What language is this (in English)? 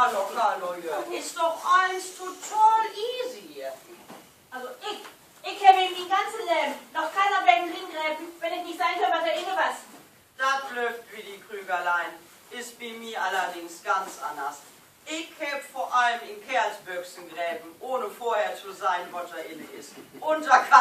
Low German